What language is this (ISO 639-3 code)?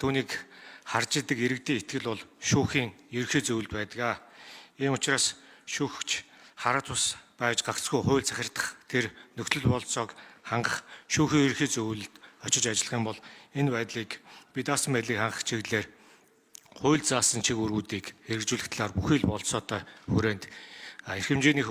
mon